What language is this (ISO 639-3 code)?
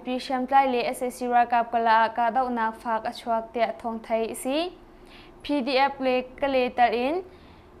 cnh